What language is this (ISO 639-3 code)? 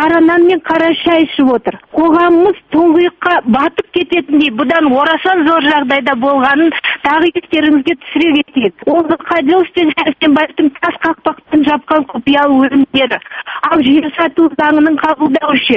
kaz